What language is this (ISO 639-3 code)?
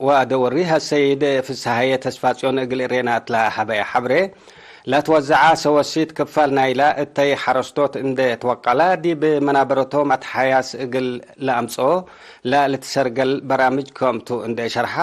tig